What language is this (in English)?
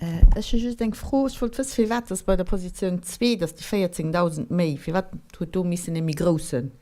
Luxembourgish